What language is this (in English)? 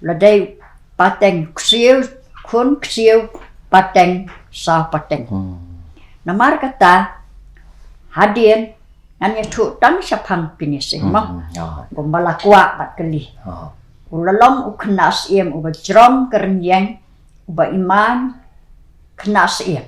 Khasi